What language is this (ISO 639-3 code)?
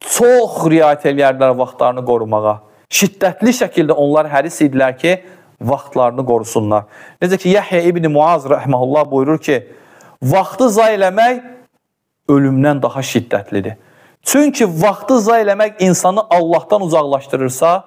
aze